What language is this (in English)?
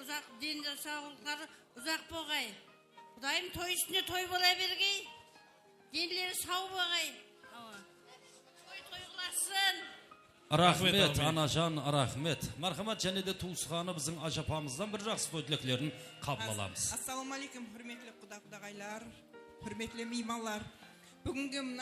Kara-Kalpak